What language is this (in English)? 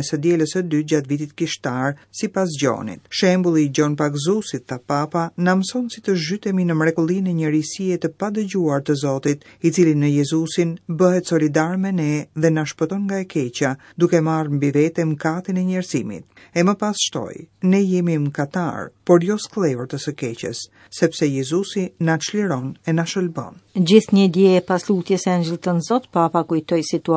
Albanian